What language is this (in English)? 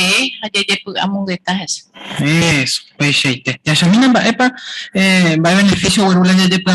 Guarani